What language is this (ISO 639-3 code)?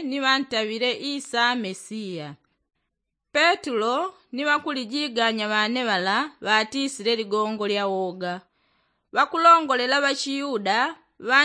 yao